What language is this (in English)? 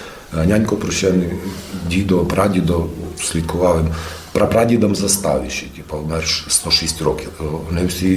Rusyn